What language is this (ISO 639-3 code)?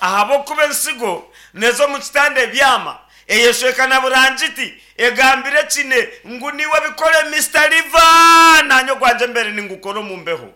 nyn